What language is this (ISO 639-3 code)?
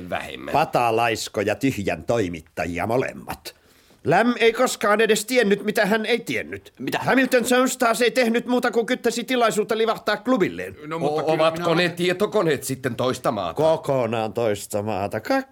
fin